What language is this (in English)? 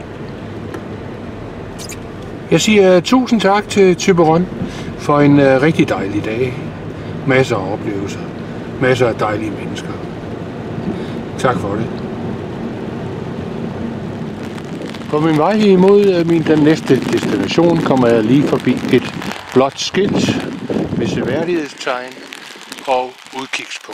Danish